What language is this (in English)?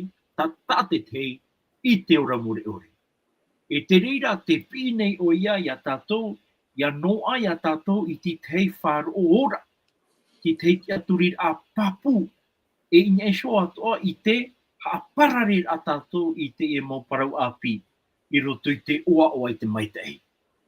Tahitian